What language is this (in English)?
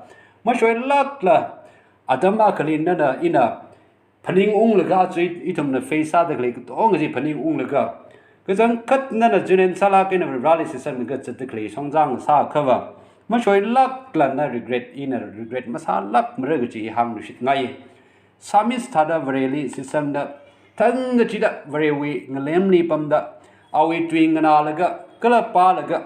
Tangkhul Naga (India)